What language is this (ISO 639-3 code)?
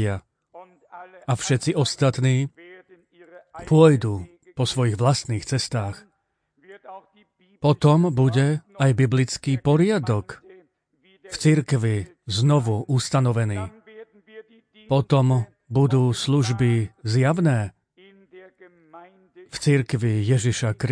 slk